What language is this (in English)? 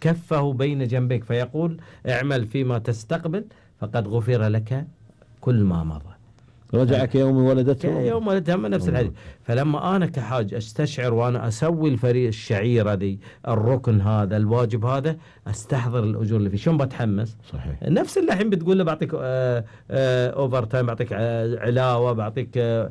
Gulf Arabic